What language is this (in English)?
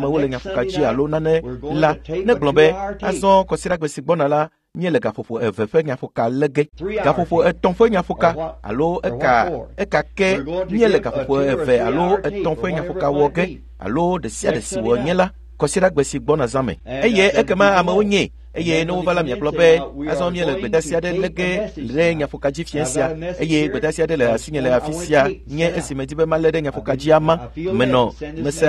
Ewe